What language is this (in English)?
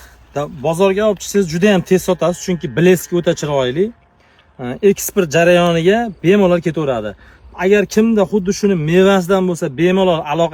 Uzbek